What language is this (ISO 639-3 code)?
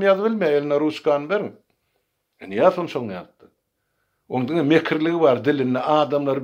tuk